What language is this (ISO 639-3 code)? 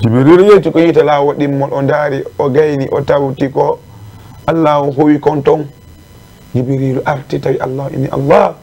ful